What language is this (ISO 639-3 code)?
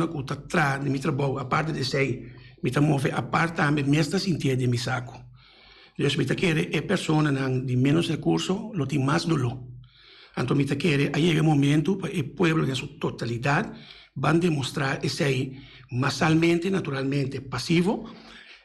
pap